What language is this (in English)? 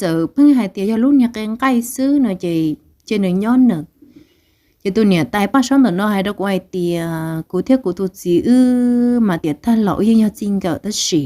Hmong